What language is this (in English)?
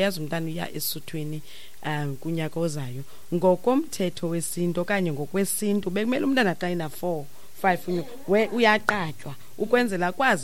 Xhosa